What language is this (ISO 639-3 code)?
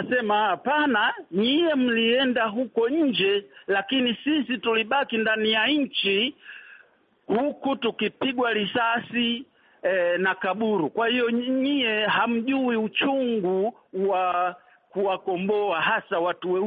swa